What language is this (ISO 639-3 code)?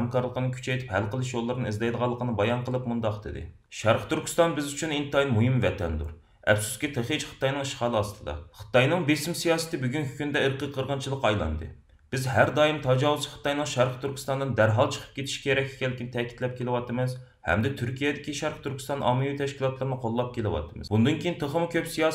uig